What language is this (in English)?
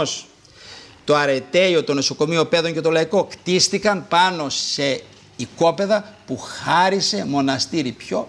Greek